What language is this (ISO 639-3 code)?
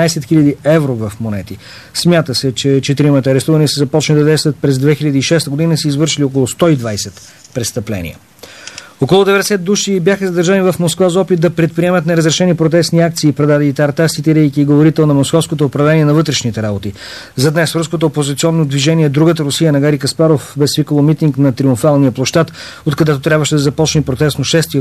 bul